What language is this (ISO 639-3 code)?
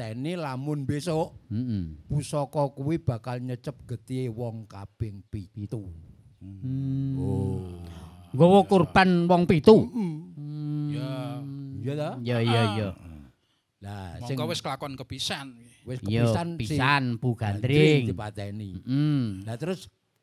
jav